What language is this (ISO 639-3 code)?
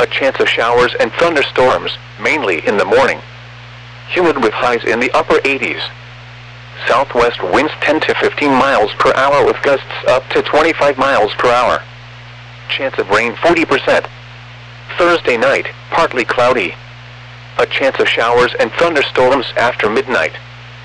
eng